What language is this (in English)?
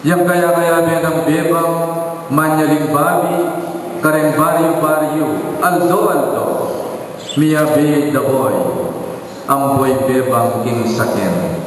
Pampanga